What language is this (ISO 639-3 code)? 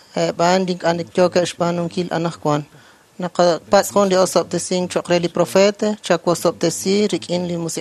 kek